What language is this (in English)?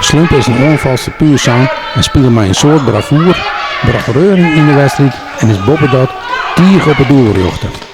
Western Frisian